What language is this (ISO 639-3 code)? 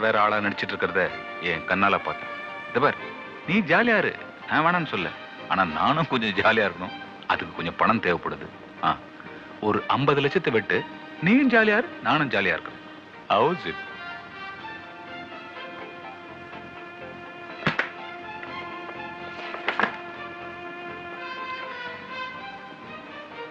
tam